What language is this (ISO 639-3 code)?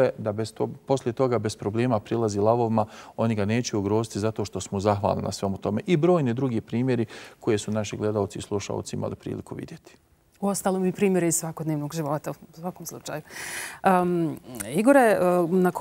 bos